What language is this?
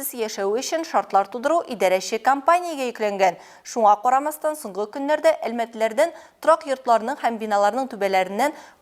Tatar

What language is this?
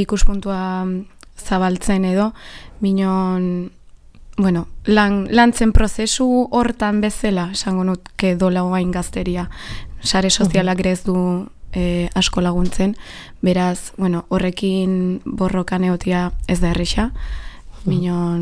Basque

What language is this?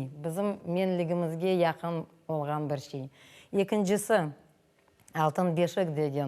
Crimean Tatar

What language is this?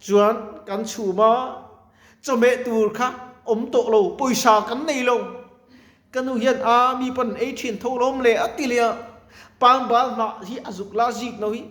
Mizo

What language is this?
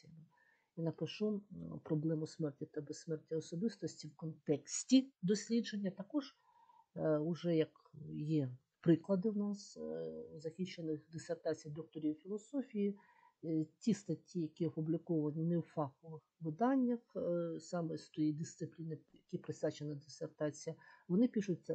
Ukrainian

